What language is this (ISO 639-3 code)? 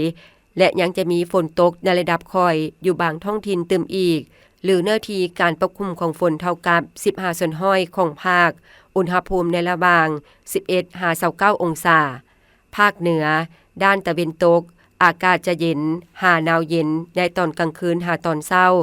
lao